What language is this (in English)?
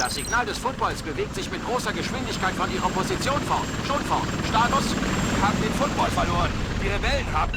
Bavarian